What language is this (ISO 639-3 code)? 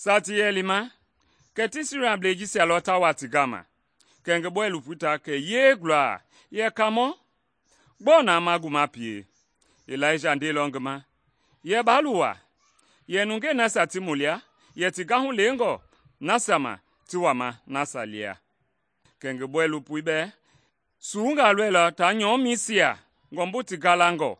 men